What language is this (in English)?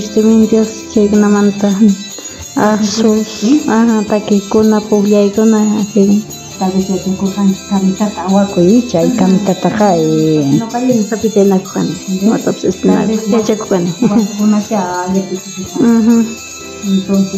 South Bolivian Quechua